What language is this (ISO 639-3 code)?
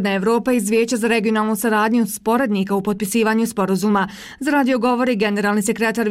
bos